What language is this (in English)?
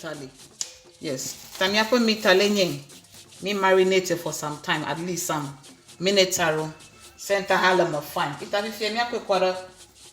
Ewe